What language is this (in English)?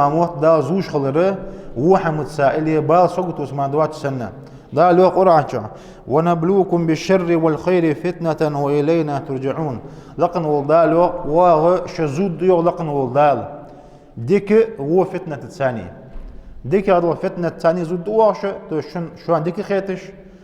Ingush